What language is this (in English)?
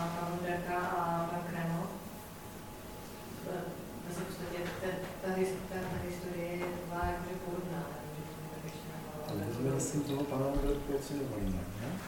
Czech